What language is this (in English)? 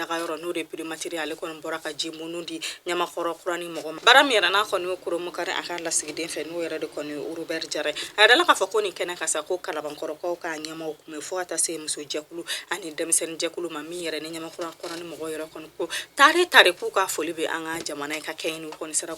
Bambara